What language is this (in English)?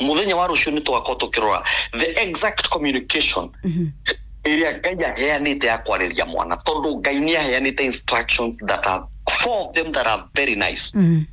Kikuyu